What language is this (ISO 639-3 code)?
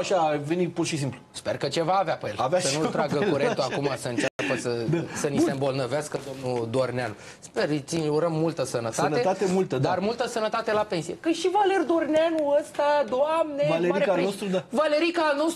ron